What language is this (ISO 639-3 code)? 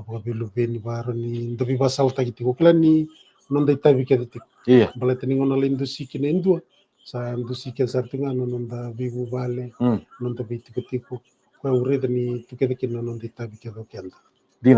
fij